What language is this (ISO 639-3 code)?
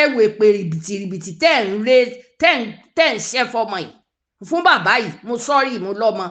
yor